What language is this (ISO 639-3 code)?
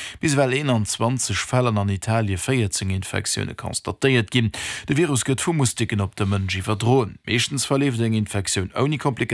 ltz